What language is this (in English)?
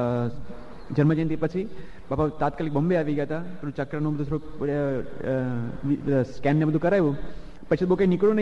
Gujarati